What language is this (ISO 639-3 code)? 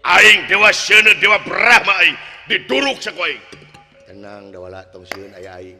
sun